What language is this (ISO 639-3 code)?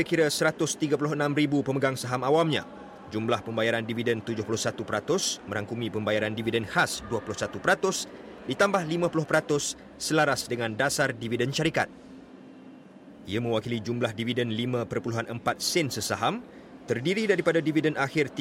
msa